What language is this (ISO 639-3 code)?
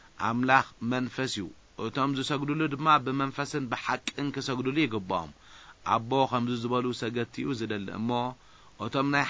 tir